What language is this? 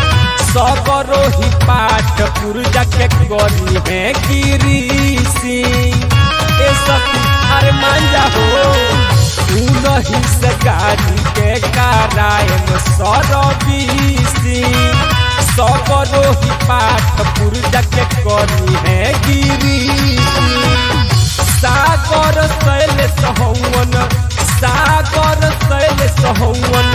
Bhojpuri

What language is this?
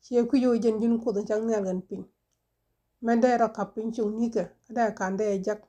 Nuer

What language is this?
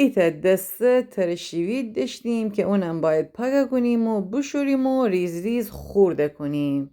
Gilaki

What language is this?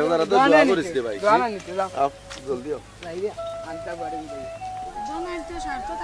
Sylheti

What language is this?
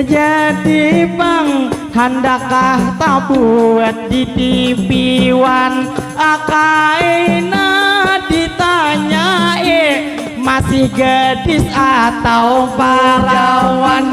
Banjar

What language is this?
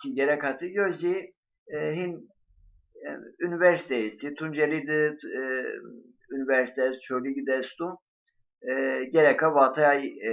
Zaza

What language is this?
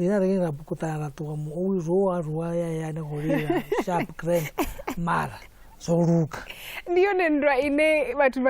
Venda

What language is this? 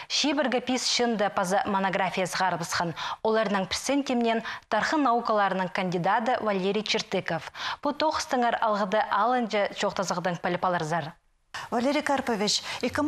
Khakas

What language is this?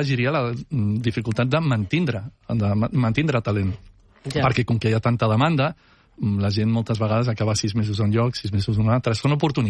Catalan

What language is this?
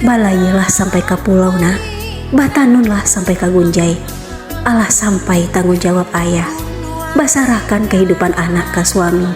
Minangkabau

